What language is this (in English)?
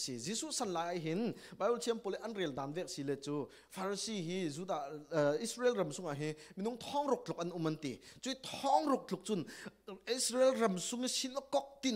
Falam Chin